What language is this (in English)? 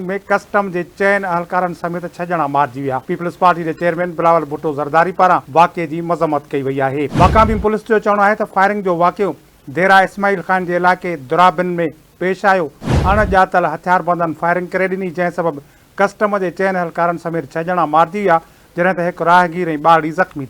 Sindhi